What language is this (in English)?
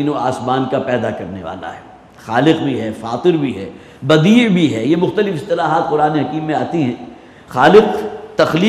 Urdu